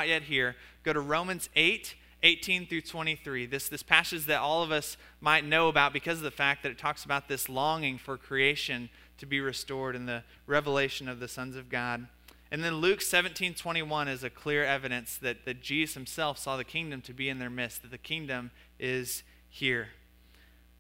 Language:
English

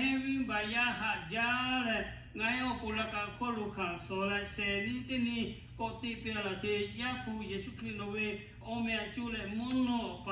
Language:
Lahu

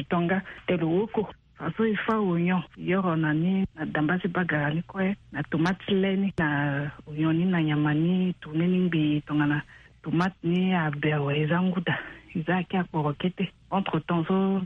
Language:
Sango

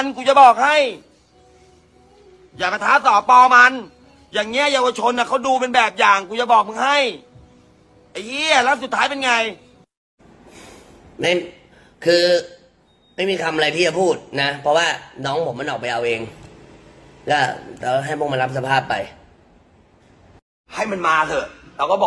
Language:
Thai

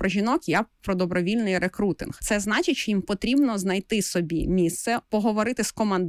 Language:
Ukrainian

